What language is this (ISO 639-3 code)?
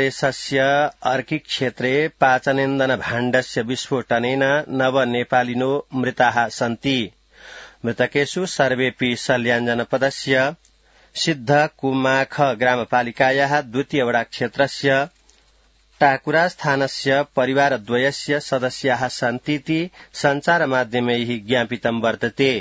san